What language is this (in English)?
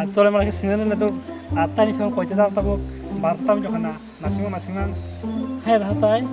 Kok Borok